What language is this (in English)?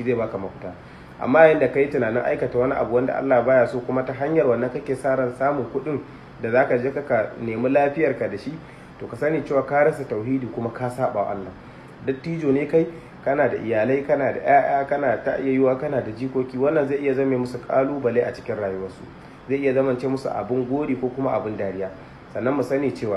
Hausa